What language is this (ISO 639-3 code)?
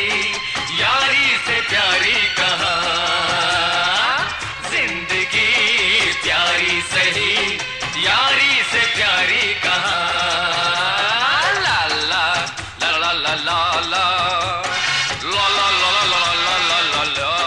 hin